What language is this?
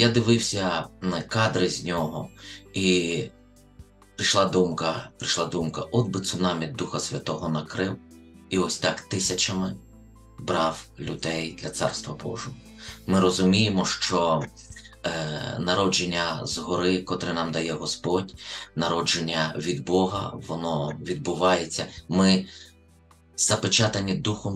Ukrainian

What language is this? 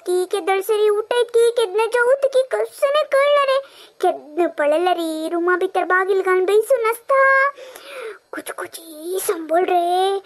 Konkani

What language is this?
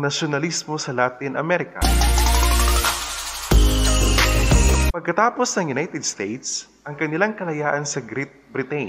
Filipino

